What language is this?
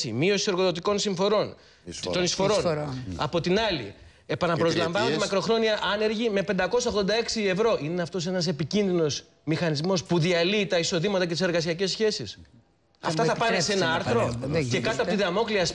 Greek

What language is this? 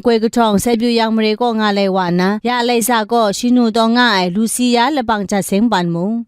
Kachin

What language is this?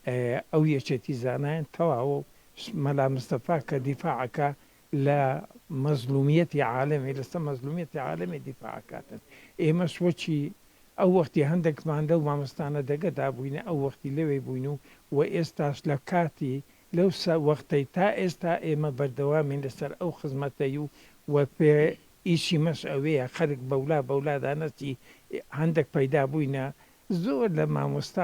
Central Kurdish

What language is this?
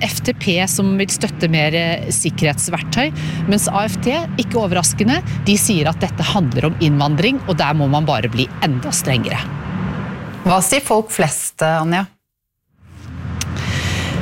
Norwegian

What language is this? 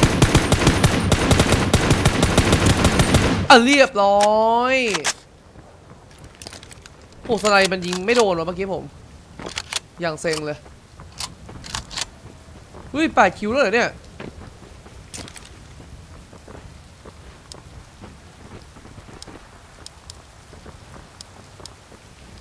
Thai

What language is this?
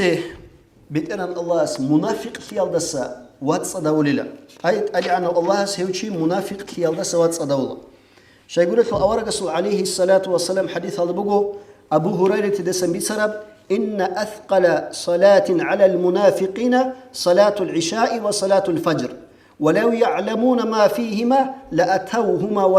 Avaric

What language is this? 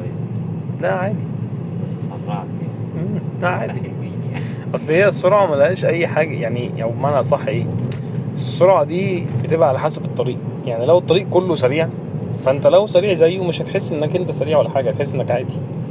Egyptian Arabic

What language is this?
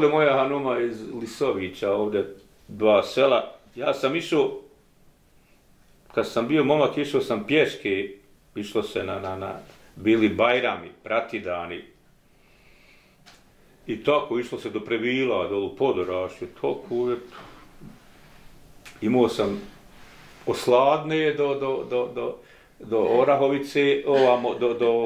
Bosnian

